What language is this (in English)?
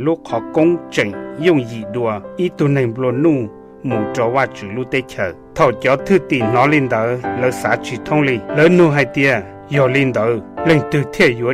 Hmong